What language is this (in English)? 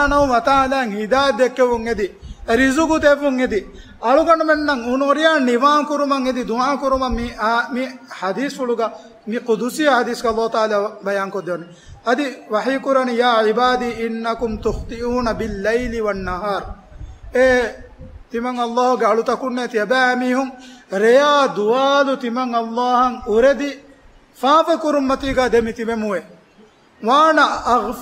Divehi